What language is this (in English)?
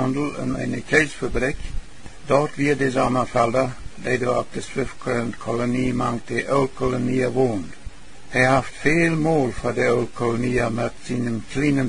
Plautdietsch